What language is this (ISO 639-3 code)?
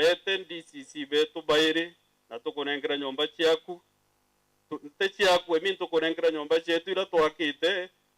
mer